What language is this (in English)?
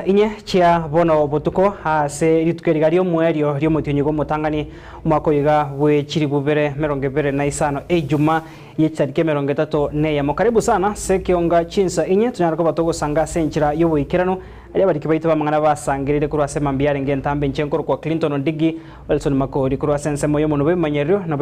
Gusii